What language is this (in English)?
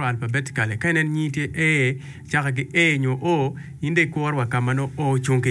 Acoli